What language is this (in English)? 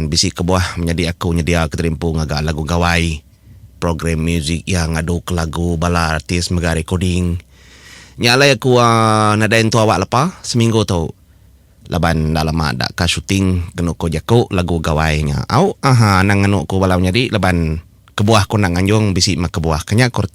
Iban